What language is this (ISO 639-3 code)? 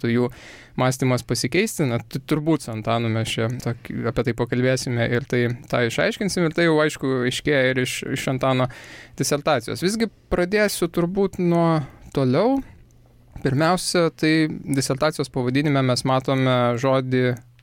lit